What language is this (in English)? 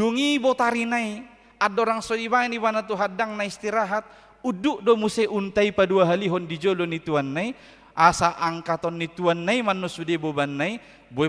Batak Toba